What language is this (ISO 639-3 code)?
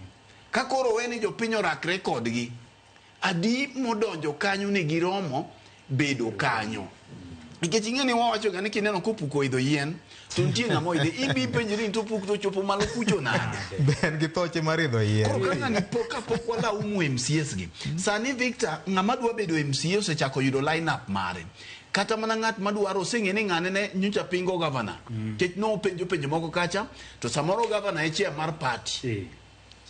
luo